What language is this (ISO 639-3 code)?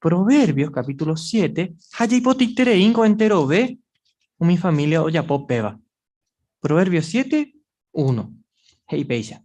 grn